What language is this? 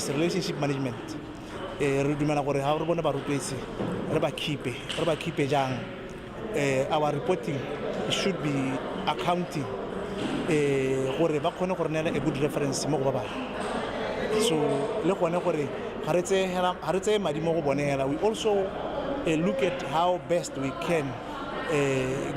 Tswana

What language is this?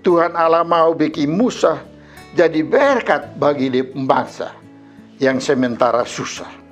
Kupang Malay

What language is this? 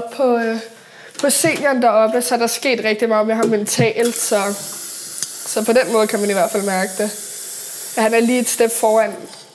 Danish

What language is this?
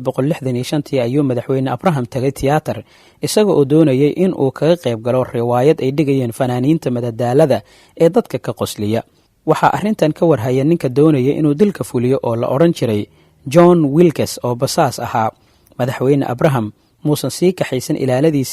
Somali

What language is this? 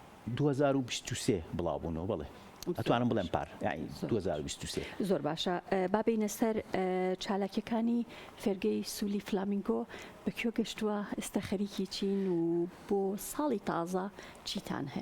Central Kurdish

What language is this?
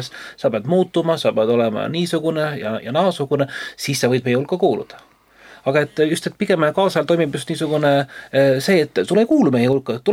Estonian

